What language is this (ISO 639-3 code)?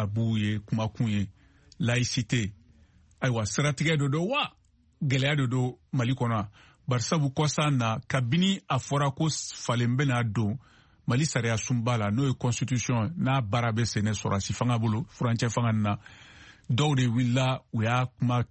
bam